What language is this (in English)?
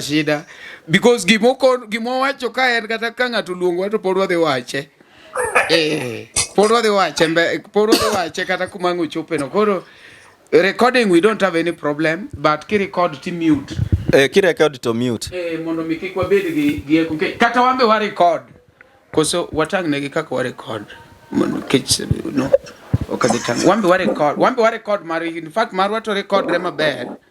Luo (Kenya and Tanzania)